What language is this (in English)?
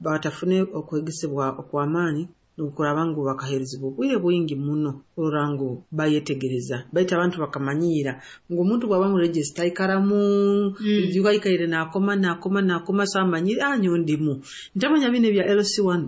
Nyoro